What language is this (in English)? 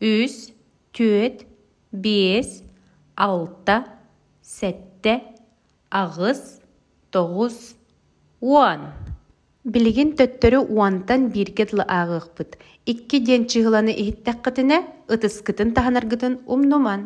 Yakut